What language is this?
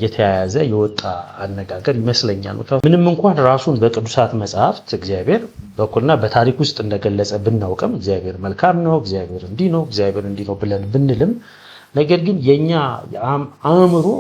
Amharic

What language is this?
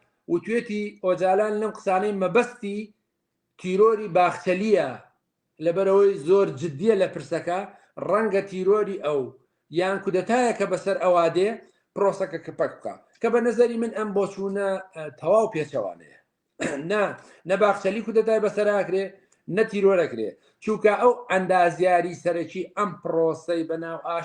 Central Kurdish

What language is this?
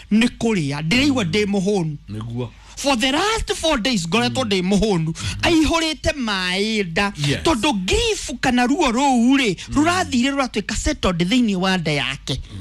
Kikuyu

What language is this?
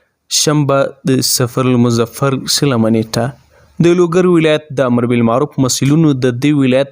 Pashto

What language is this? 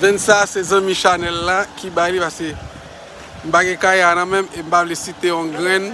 Haitian Creole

